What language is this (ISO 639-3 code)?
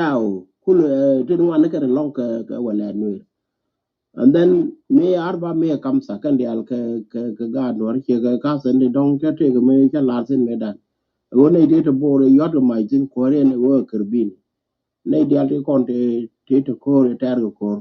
nus